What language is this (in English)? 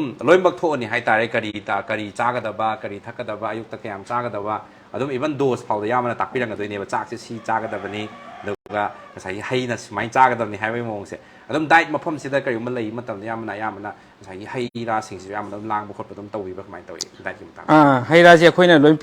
Manipuri